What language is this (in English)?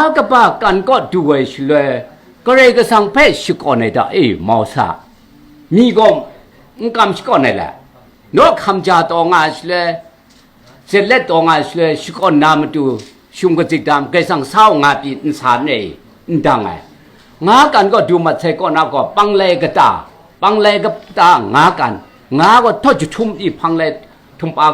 Kachin